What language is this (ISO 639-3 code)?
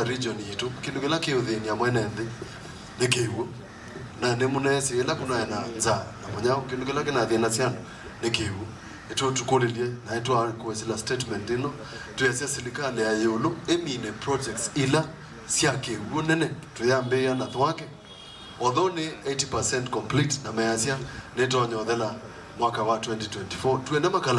kam